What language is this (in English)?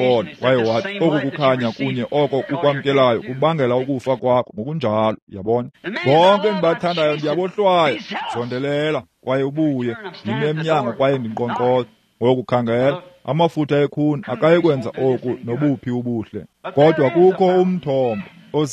Xhosa